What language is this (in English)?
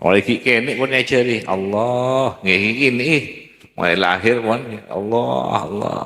Madurese